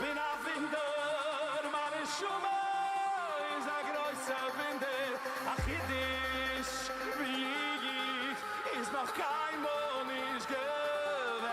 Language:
Yiddish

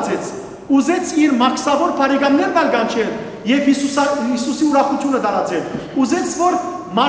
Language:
Western Armenian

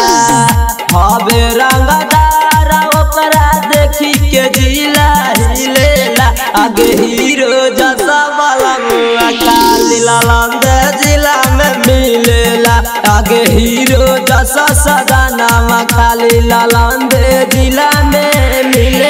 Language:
Bhojpuri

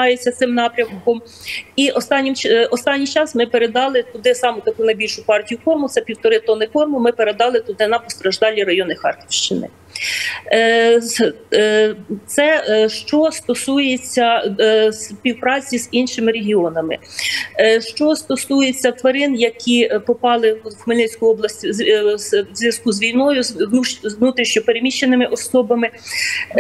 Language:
Ukrainian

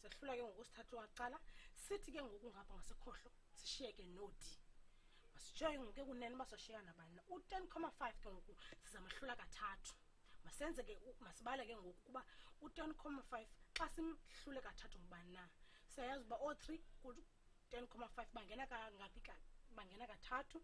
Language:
Xhosa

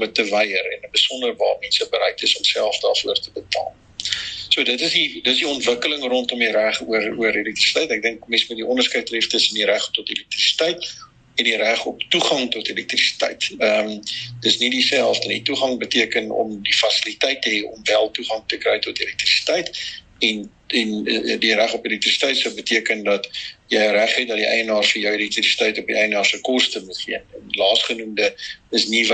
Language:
Afrikaans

